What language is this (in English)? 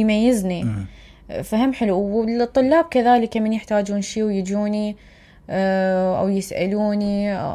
Mesopotamian Arabic